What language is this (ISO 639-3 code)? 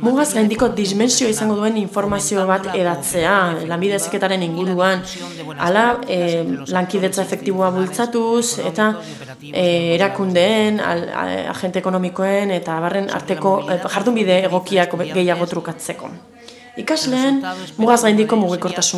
eus